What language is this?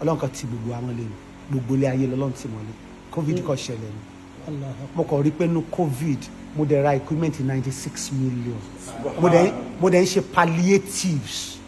Yoruba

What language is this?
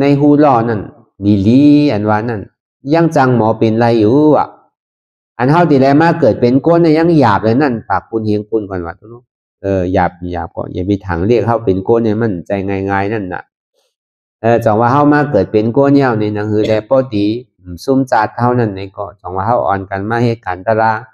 Shan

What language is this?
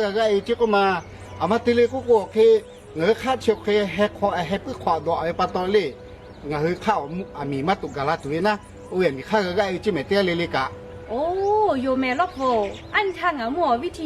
Lahu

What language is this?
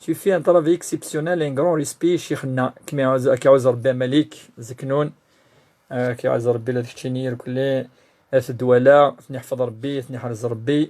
Kabyle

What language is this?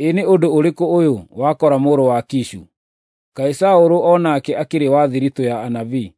Kikuyu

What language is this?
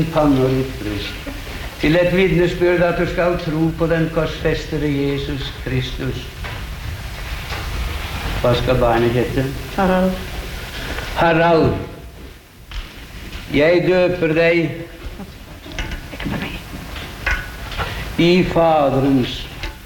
Norwegian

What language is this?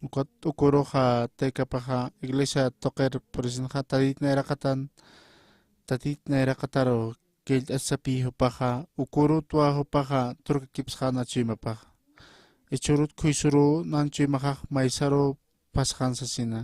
Aymara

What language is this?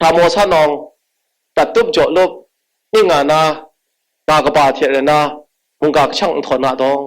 Kachin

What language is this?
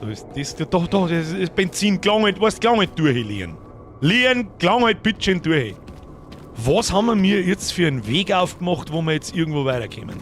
Bavarian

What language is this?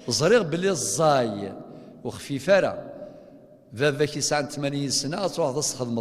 Kabyle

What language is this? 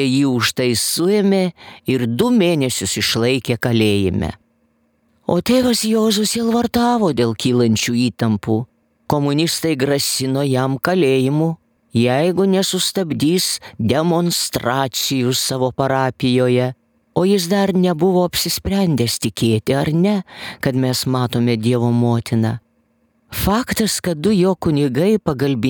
Lithuanian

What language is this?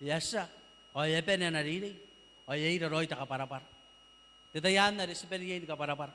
Gilbertese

